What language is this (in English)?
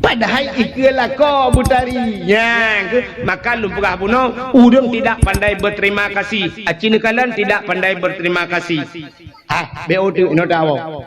Achinese